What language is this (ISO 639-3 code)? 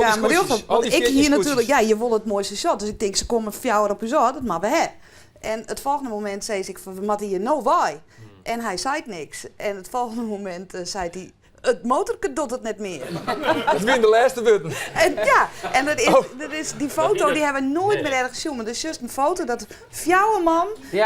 fry